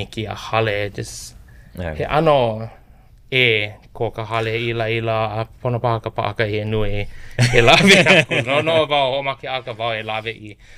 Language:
Hawaiian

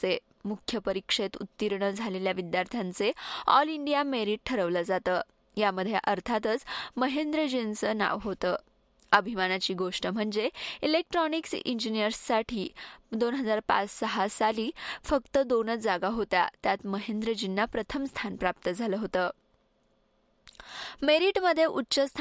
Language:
Marathi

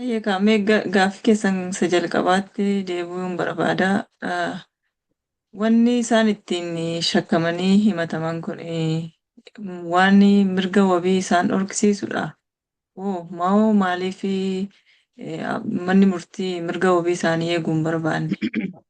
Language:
Oromo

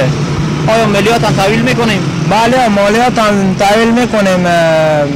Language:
Persian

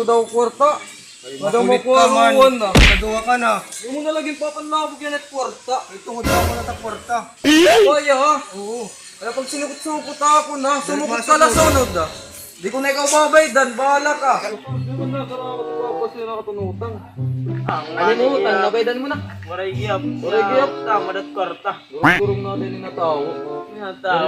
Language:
Waray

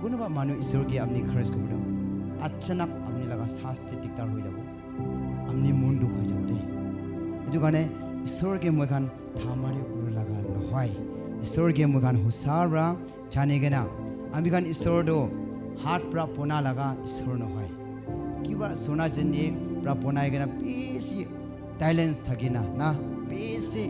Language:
Naga Pidgin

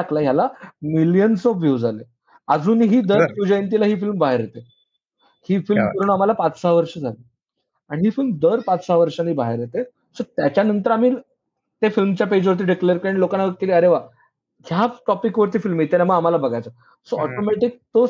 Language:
Marathi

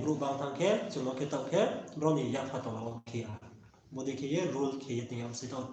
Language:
Riang (India)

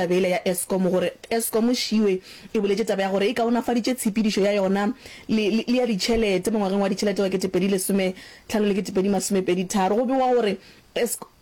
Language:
Northern Sotho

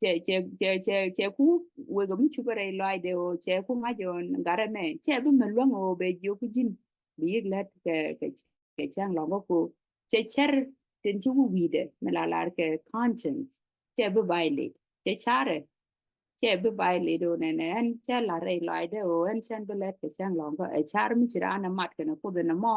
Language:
Nuer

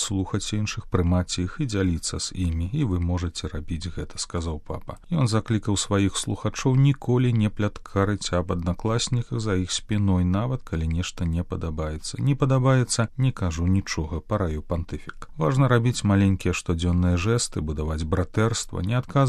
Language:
Belarusian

